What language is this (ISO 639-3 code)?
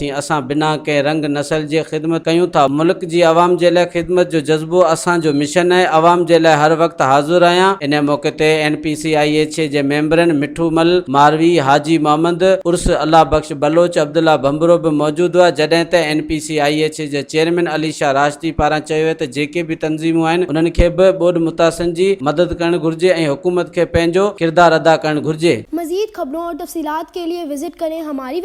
snd